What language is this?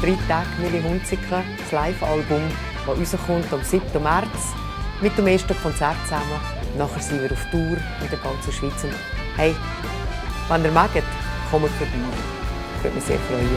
Swiss German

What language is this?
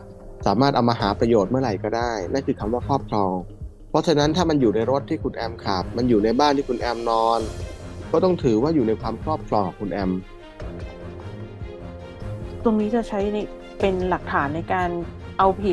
Thai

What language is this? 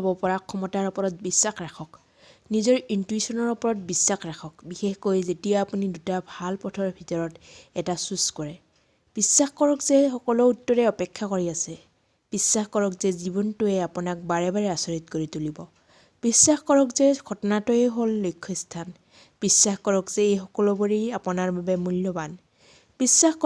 Assamese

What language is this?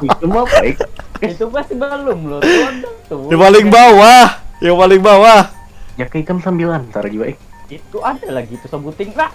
Banjar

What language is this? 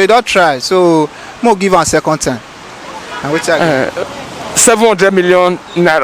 Nigerian Pidgin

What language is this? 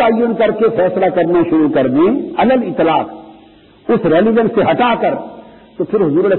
Urdu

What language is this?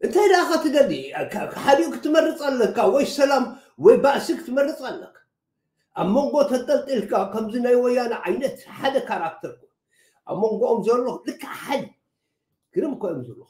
Tigrinya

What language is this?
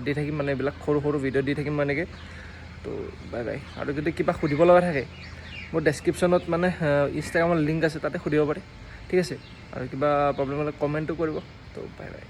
Assamese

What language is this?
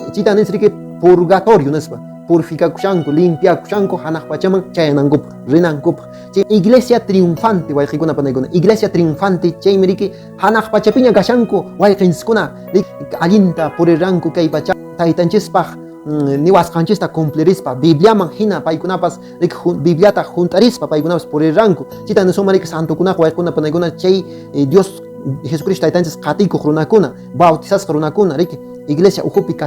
Quechua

